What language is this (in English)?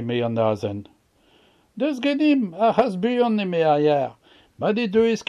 Breton